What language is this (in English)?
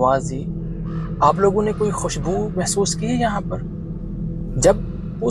Urdu